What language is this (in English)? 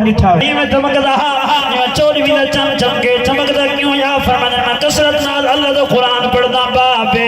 Saraiki